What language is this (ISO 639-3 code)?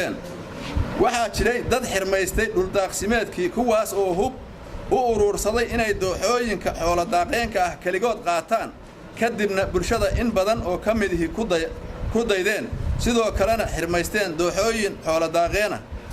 som